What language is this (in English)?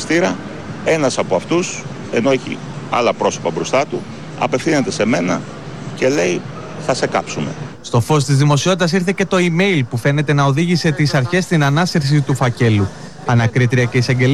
Greek